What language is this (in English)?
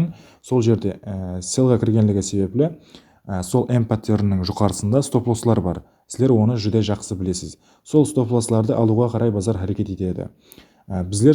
Kara-Kalpak